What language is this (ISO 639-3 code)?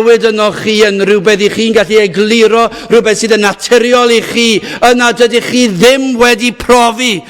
cym